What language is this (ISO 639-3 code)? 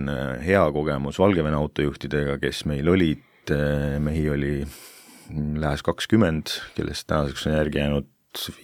est